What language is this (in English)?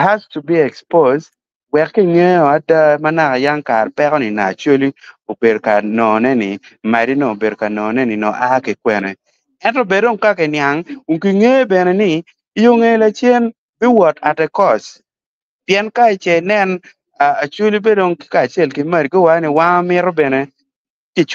Acoli